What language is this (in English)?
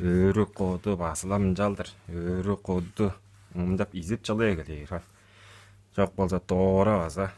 Tuvinian